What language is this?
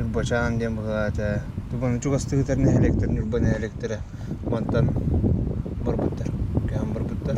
Yakut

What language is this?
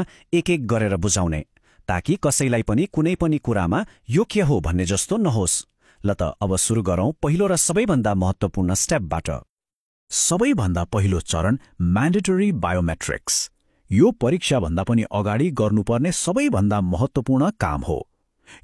Nepali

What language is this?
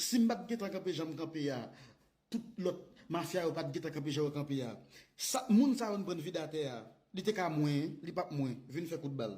Haitian Creole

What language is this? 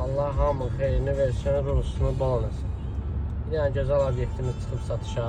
Azerbaijani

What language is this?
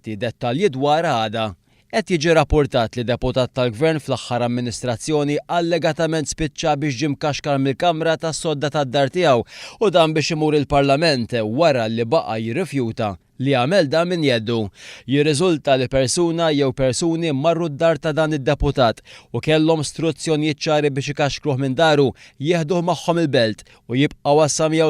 Maltese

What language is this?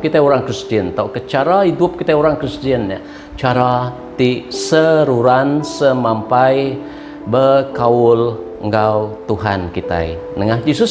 Iban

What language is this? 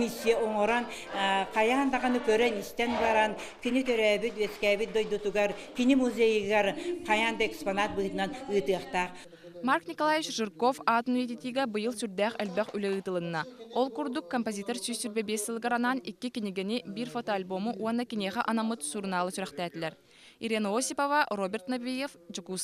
Yakut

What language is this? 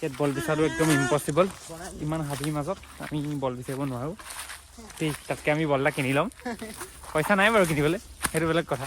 Assamese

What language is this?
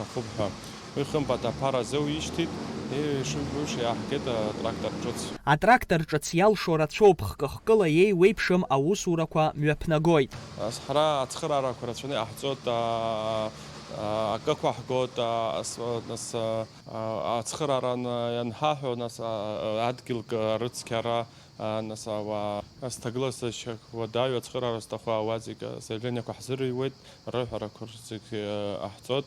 Abkhazian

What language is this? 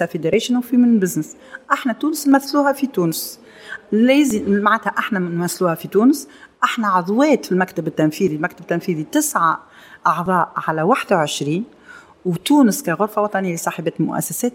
Tunisian Arabic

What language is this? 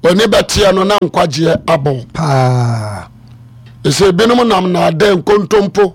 Akan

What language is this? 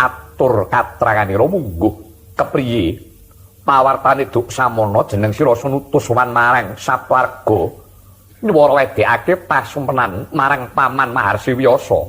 Javanese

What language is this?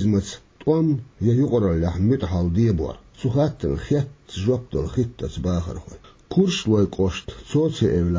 Chechen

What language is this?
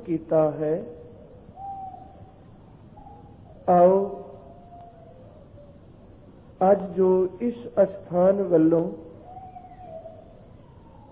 Punjabi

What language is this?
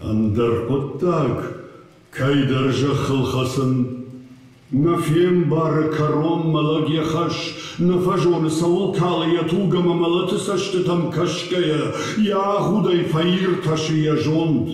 Ossetic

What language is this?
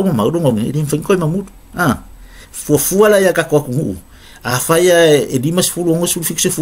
Samoan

